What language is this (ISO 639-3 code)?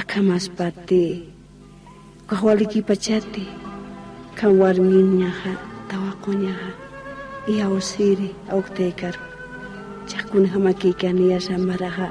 aym